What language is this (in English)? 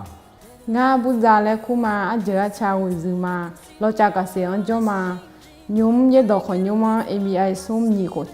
Akha